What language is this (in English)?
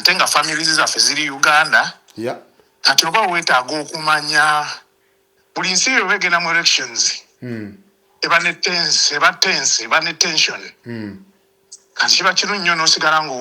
Ganda